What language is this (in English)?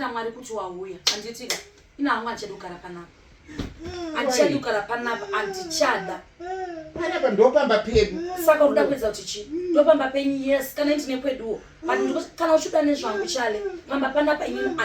Shona